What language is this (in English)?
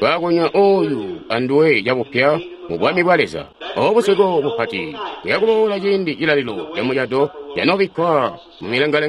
Tonga (Zambia)